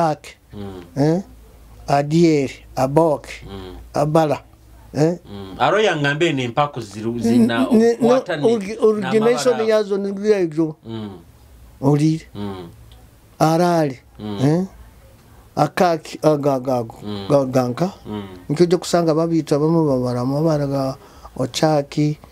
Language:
Nyoro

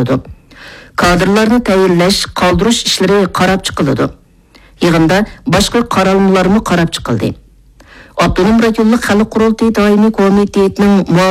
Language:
Uyghur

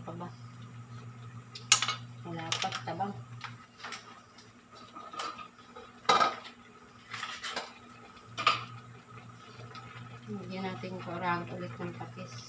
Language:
Filipino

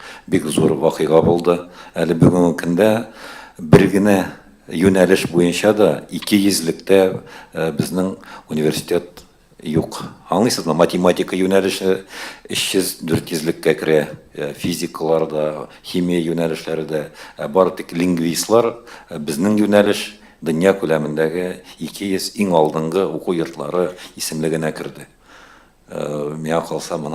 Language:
Tatar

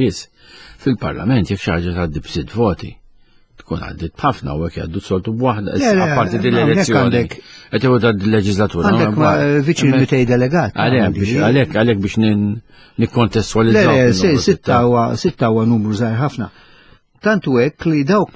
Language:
Maltese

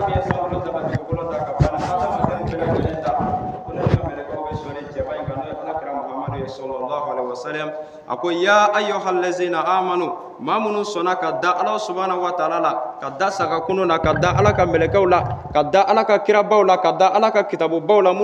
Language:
Bambara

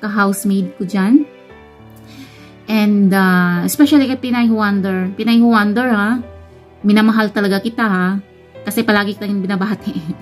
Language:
Filipino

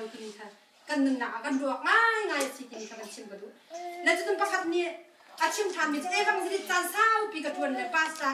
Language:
Hakha Chin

